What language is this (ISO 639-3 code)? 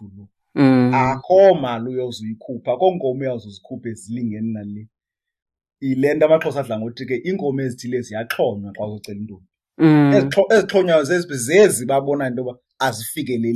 xho